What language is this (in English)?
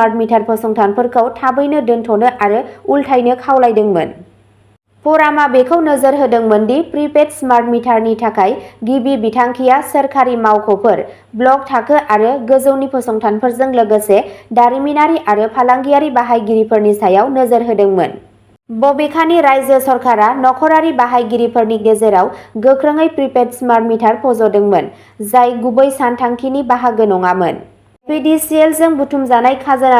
Bodo